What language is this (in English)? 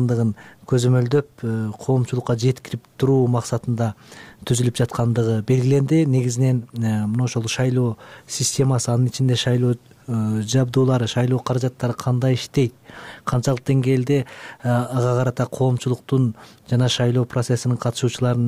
Kyrgyz